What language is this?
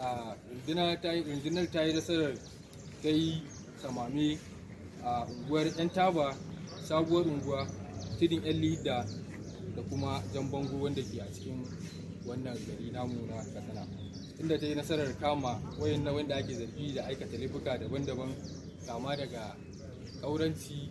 Hausa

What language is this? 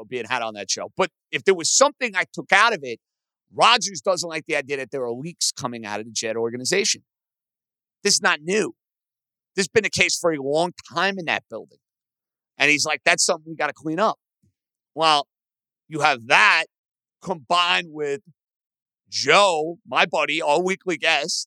English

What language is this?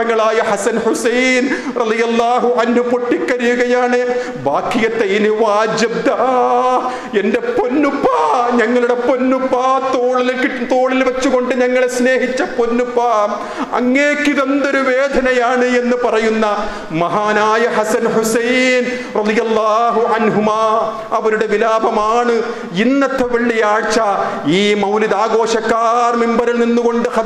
Malayalam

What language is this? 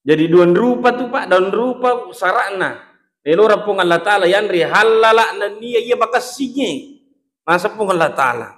Buginese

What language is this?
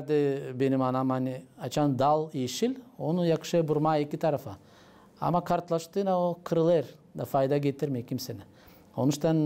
Gagauz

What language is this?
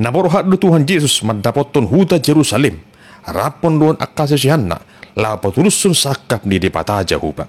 Batak Toba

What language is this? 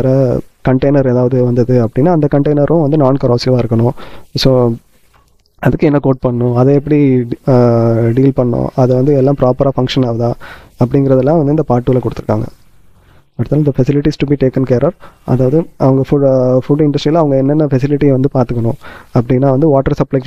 Tamil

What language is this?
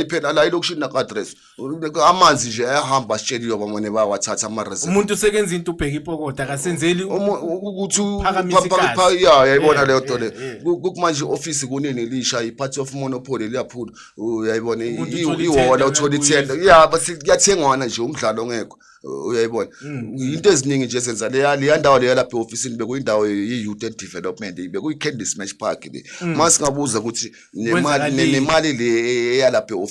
Zulu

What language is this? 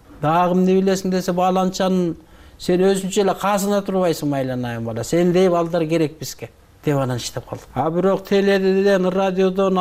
Kyrgyz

